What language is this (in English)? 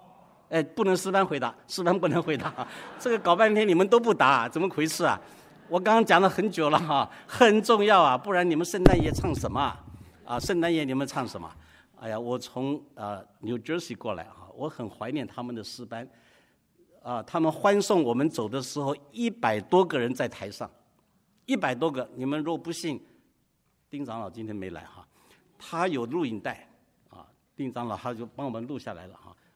Chinese